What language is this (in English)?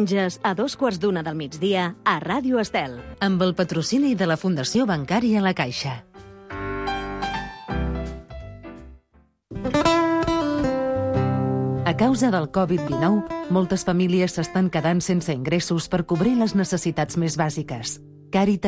Catalan